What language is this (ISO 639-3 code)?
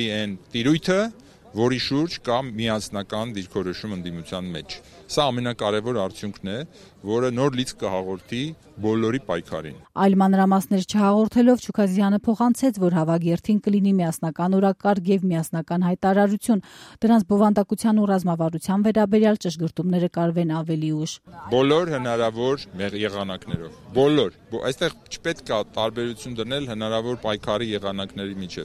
hye